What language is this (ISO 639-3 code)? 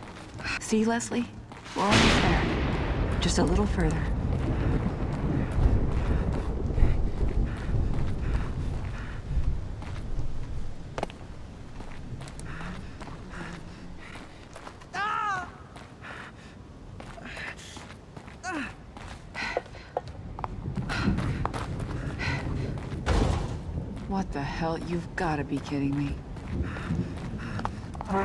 eng